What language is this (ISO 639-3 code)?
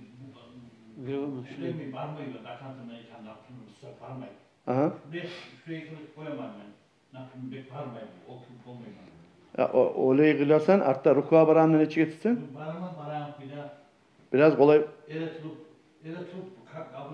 kum